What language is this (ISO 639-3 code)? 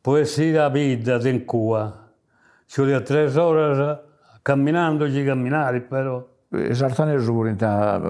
srd